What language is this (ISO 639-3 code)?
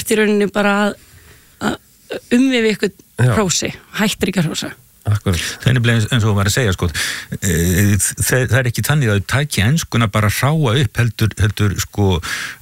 isl